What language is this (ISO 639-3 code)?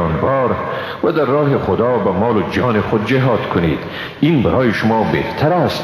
fas